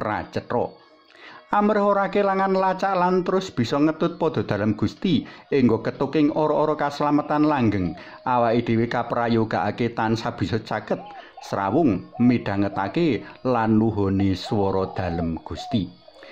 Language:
Javanese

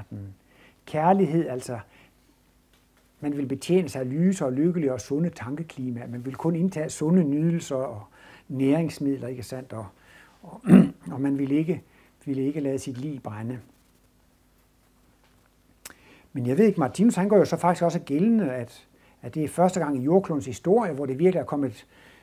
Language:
Danish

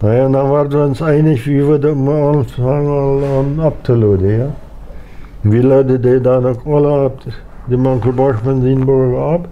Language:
Plautdietsch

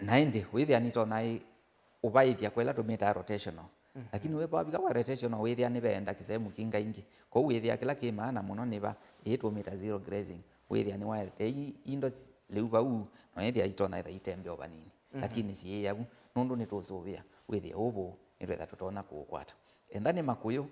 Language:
Kamba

